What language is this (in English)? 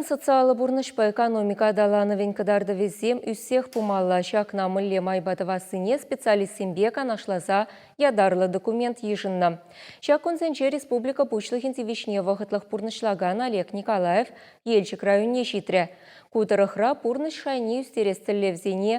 Chuvash